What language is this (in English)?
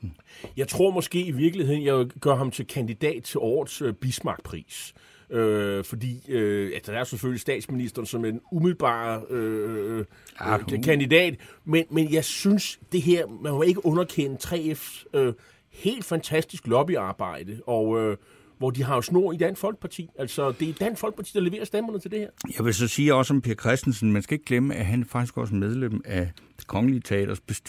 Danish